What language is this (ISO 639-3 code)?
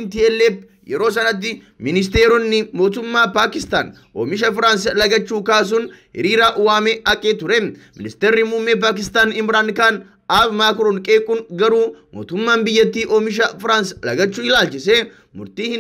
orm